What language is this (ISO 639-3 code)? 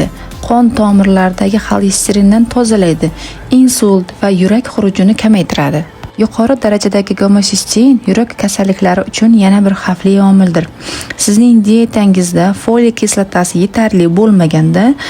uzb